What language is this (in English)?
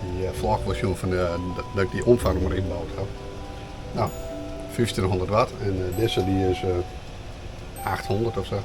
Western Frisian